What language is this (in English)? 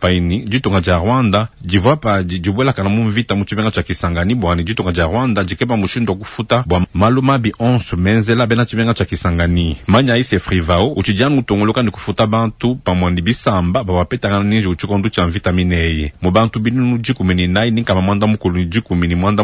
Luba-Lulua